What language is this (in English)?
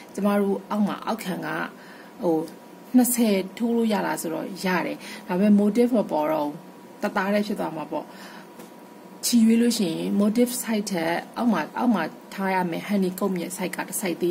Burmese